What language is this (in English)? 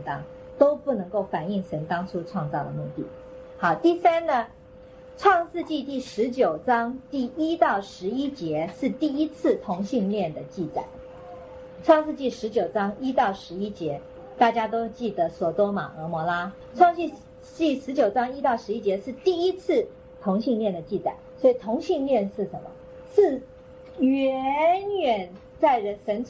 Chinese